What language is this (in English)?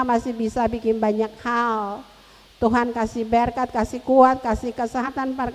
Ambonese Malay